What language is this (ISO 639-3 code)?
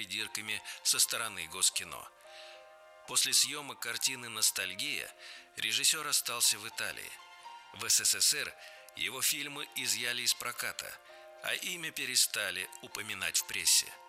rus